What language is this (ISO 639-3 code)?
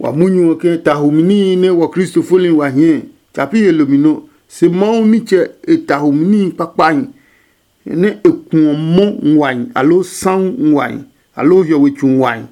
ada